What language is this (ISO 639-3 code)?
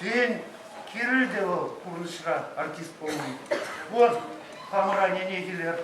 chv